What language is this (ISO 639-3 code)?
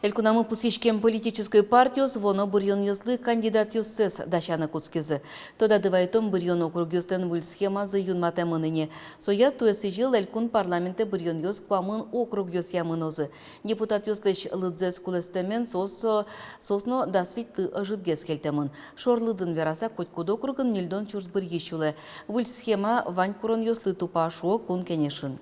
udm